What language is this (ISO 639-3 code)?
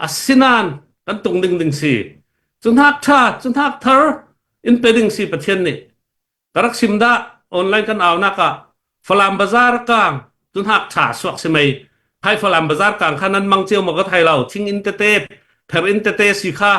cnh